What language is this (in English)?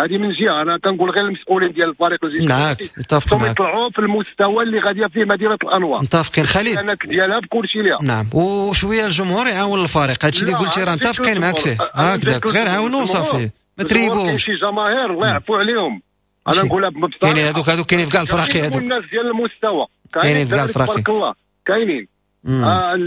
Moroccan Arabic